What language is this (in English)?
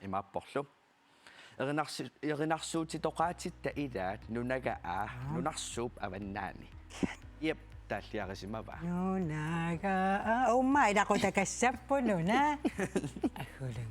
Kalaallisut